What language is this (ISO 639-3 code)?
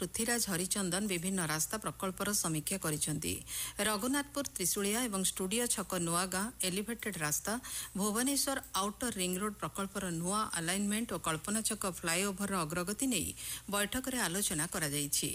ori